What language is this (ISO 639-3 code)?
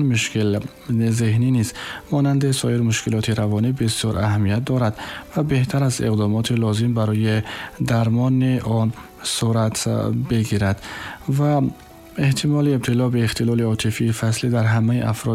tgk